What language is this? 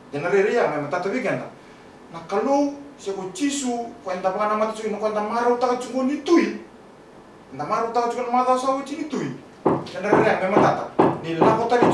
Fijian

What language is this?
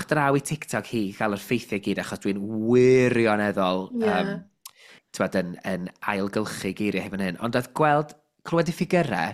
Welsh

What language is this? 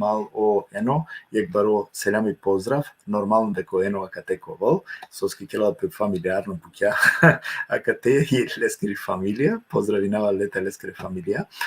Balkan Romani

